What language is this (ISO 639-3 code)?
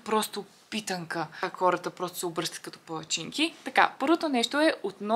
bul